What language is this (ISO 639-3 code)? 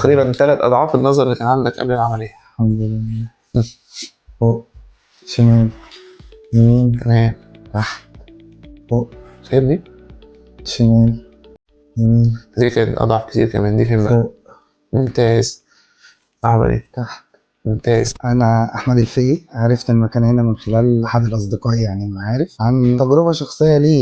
arz